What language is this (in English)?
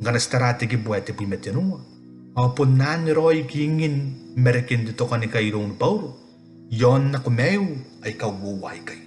Gilbertese